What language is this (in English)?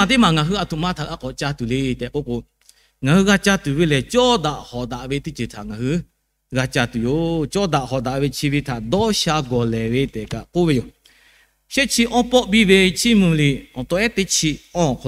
Lahu